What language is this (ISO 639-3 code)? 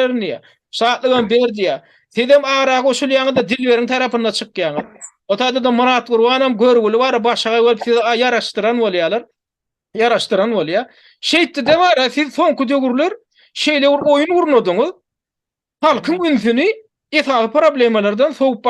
tuk